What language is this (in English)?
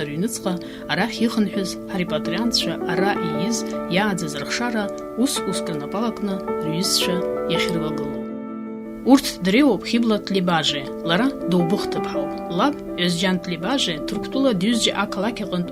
Abkhazian